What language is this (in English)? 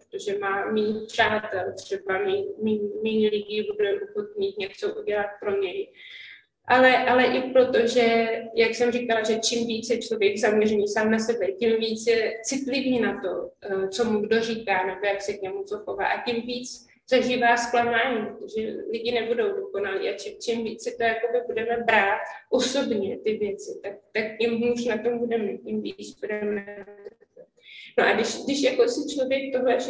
Czech